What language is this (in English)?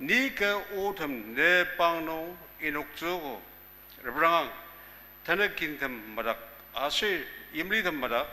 Ao Naga